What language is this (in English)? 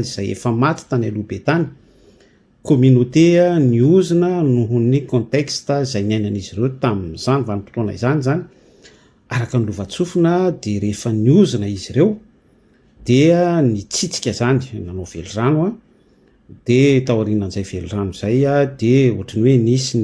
Malagasy